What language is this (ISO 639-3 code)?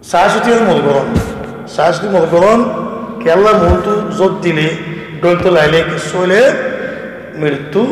rhg